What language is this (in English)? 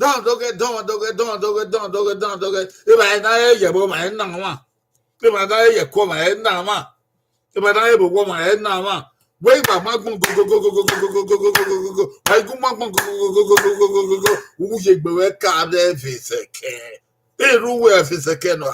Bini